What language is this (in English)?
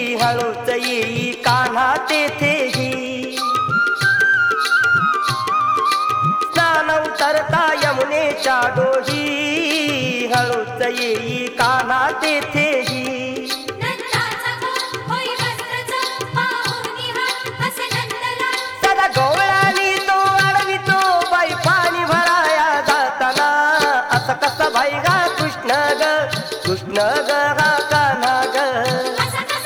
Marathi